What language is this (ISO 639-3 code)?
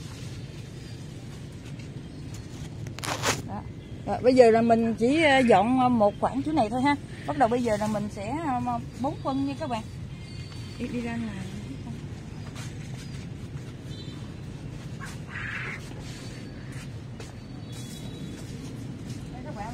vie